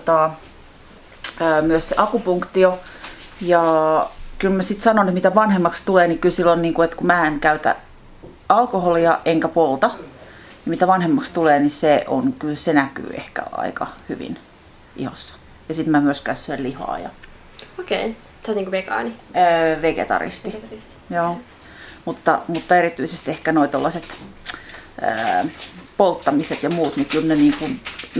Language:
Finnish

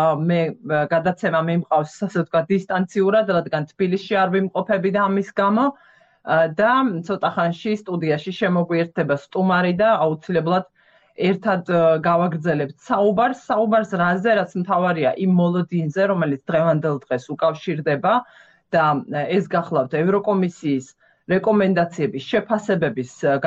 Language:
Georgian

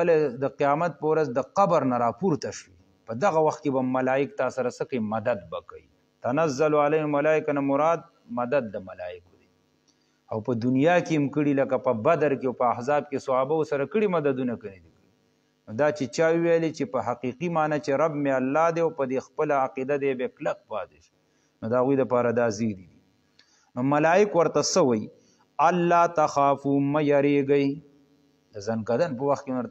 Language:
Pashto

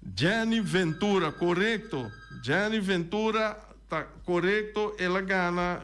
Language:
Papiamento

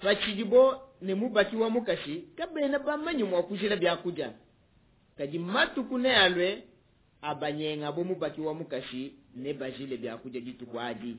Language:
Luba-Lulua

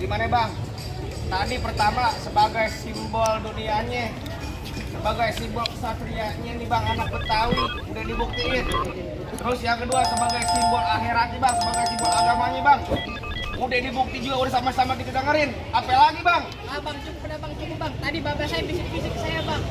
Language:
Betawi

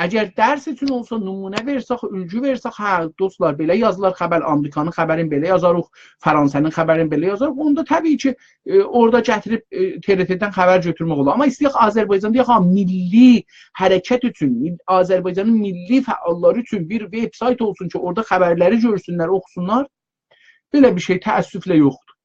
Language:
South Azerbaijani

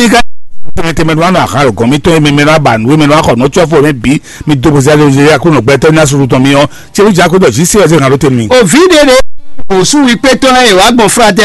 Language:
Fon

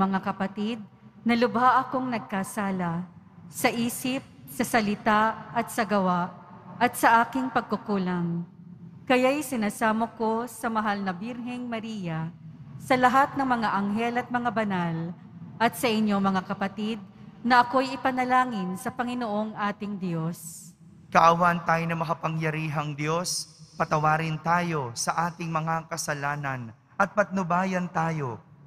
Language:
Filipino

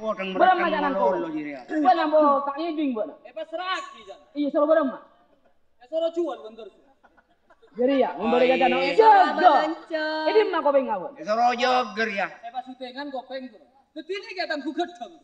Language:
Madurese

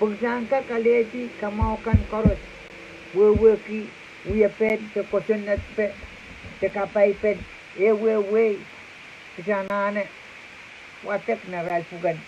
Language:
Pohnpeian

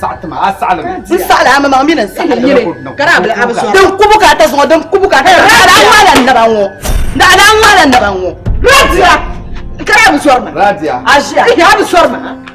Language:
Dagbani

